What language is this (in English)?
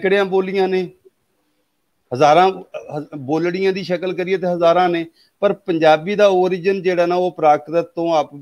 Punjabi